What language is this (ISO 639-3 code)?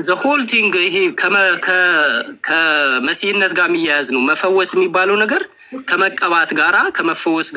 amh